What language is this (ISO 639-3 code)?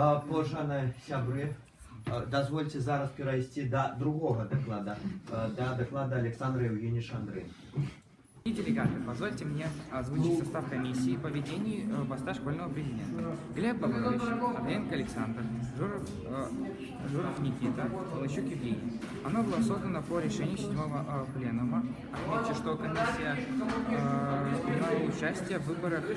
bel